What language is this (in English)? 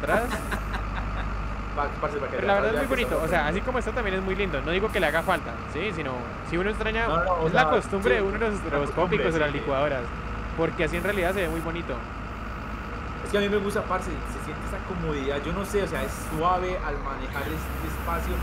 Spanish